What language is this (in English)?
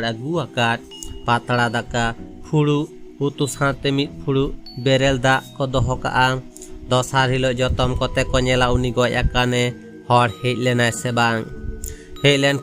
Santali